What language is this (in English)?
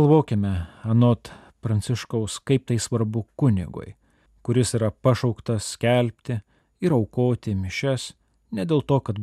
Lithuanian